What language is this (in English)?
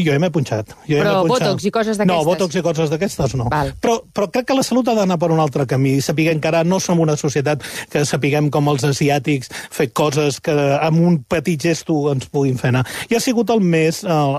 Catalan